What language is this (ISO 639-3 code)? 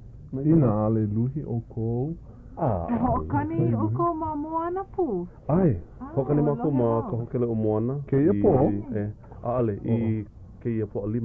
haw